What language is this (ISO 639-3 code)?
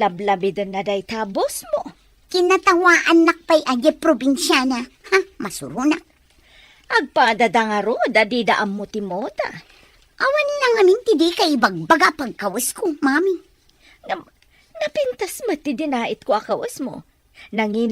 ilo